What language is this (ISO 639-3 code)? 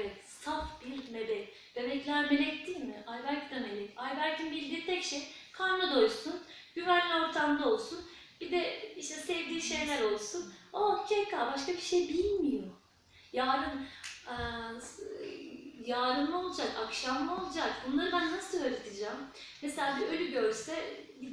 tur